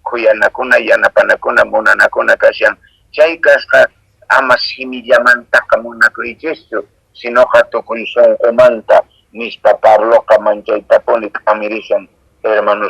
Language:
Quechua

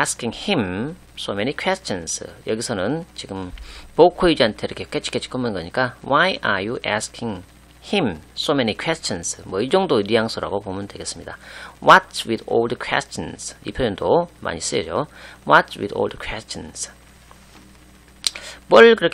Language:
Korean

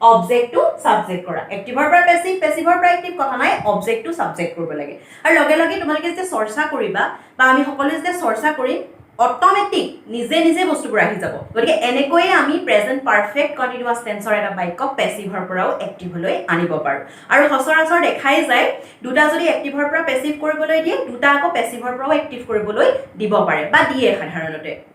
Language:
Assamese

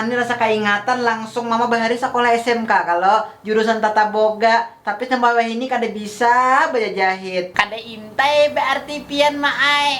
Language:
Banjar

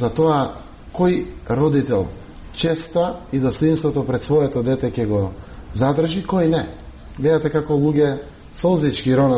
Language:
Macedonian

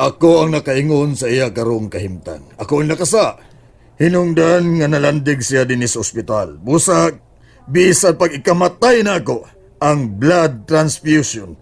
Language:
Cebuano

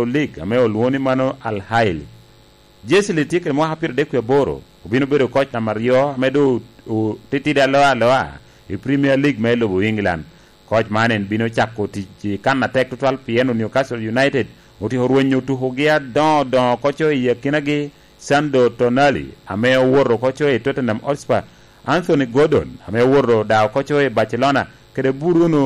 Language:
Lango (Uganda)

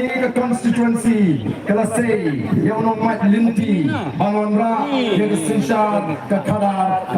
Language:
Khasi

